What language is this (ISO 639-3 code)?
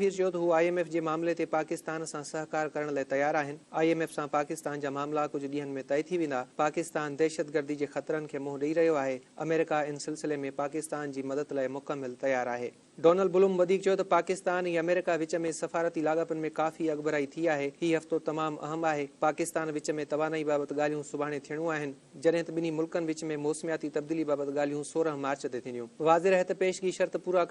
snd